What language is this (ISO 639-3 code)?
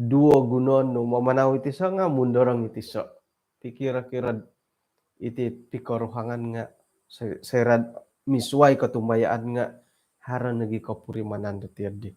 dtp